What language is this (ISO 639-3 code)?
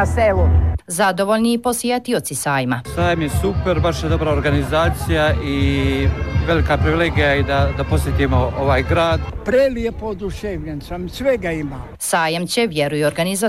bos